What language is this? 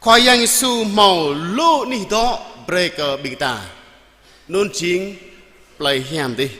Jarai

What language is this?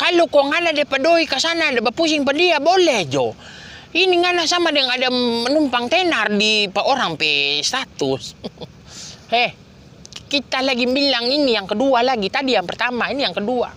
Manado Malay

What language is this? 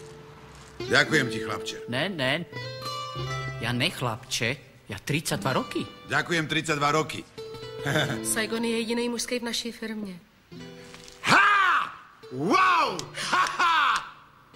Slovak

